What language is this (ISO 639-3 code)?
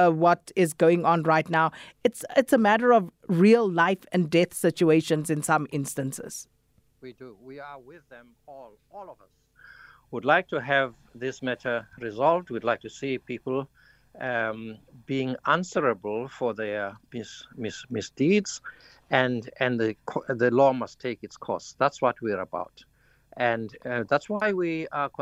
eng